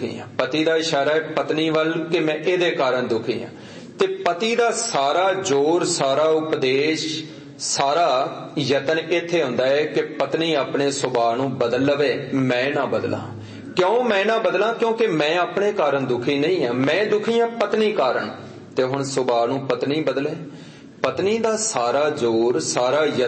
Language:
Punjabi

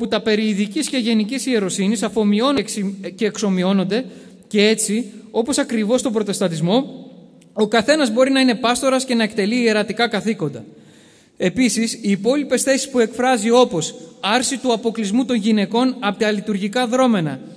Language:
Greek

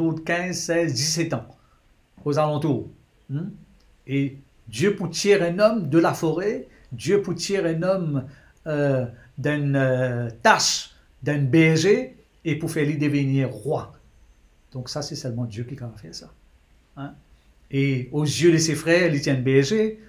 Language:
Morisyen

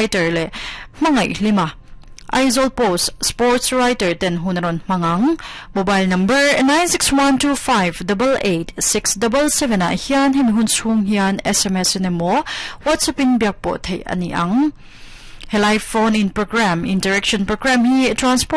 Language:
Mizo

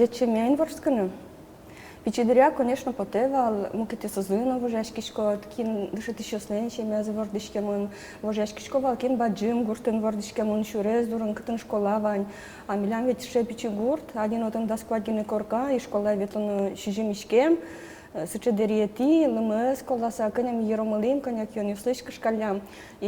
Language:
Udmurt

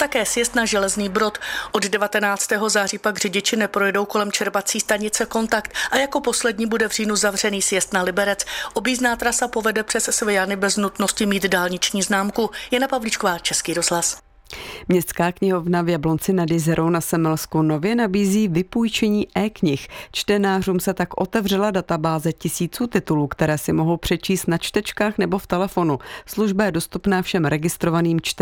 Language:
Czech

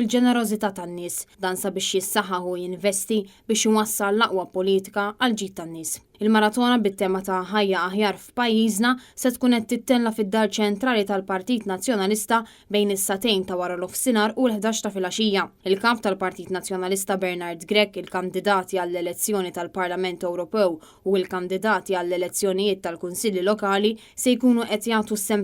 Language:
Maltese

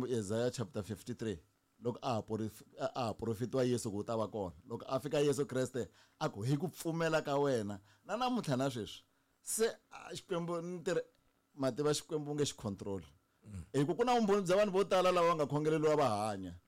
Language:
Tsonga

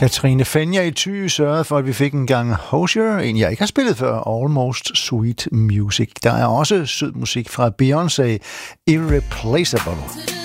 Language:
Danish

